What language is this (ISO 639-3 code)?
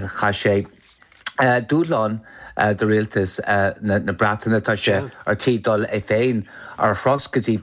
gle